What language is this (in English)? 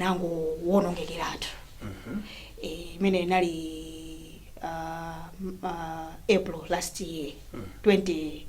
Nyanja